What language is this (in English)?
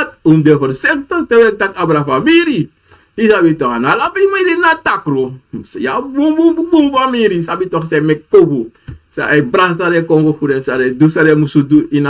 Sranan Tongo